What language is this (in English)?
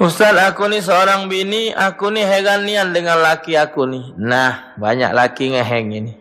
Musi